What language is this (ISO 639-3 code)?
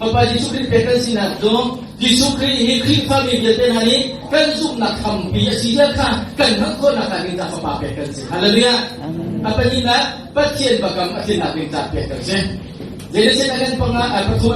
cnh